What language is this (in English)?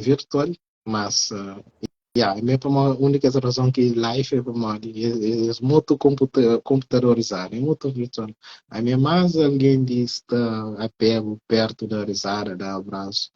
Kabuverdianu